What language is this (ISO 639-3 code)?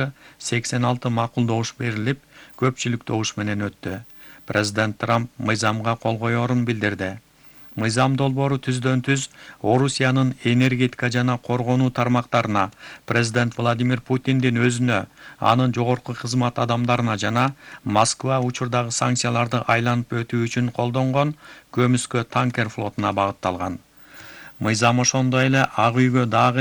kir